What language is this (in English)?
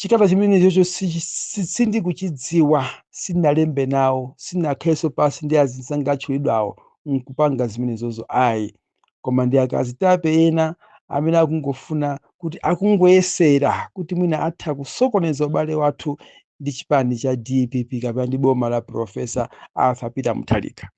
Nyanja